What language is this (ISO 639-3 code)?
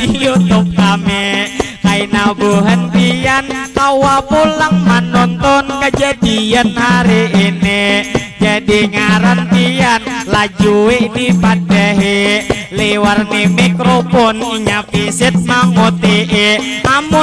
bjn